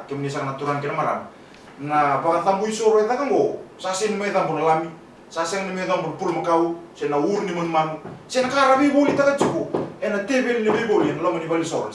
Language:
Fijian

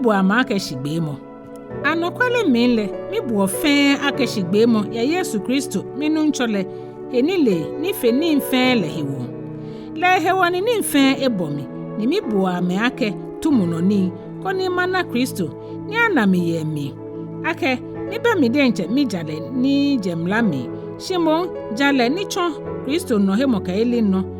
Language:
Ga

